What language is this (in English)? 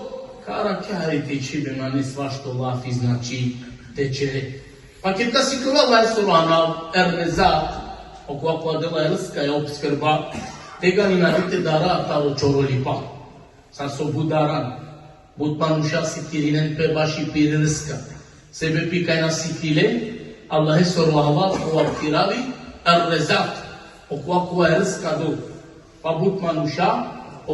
Balkan Romani